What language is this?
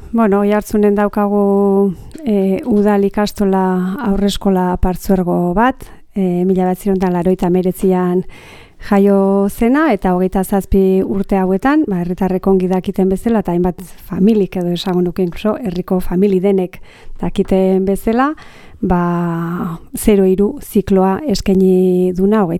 Basque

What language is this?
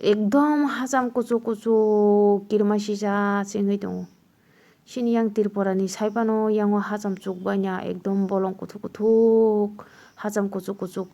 Kok Borok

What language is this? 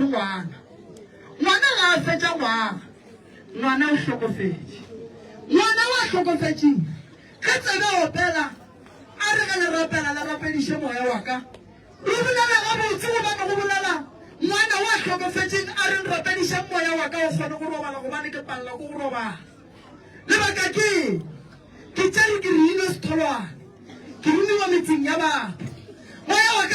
Northern Sotho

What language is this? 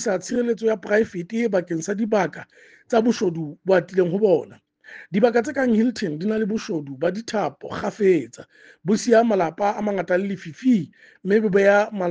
Southern Sotho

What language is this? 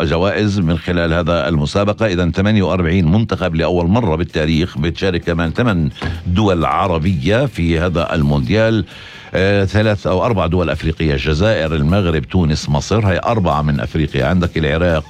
North Levantine Arabic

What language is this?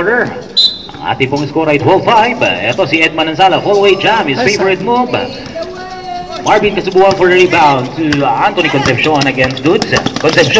Filipino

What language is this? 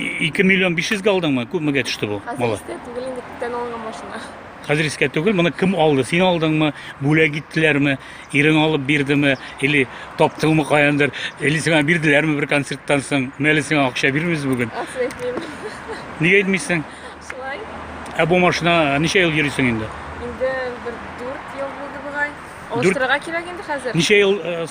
Tatar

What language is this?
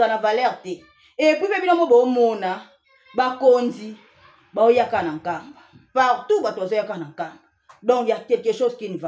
Lingala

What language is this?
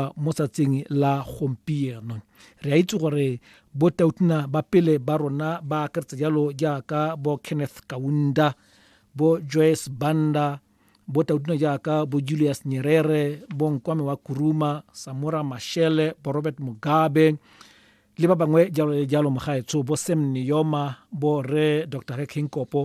Tswana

